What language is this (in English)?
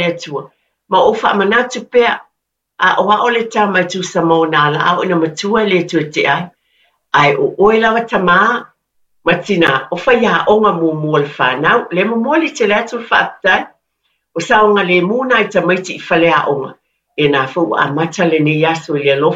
Samoan